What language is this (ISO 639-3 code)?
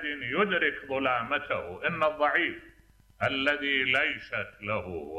acm